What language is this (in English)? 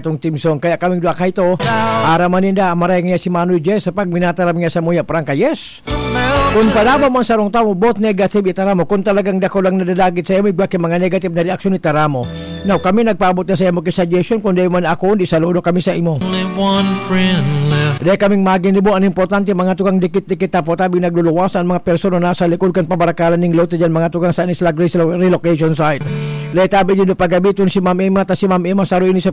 Bikol